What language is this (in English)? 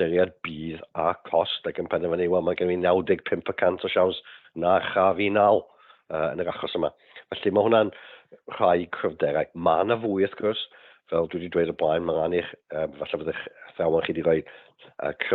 Welsh